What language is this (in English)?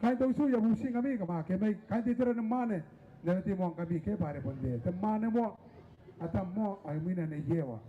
Gilbertese